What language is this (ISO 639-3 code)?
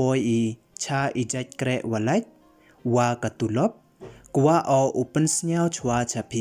pbv